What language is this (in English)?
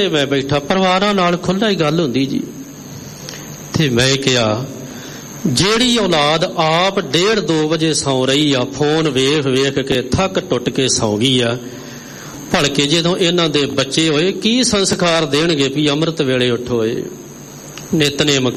Punjabi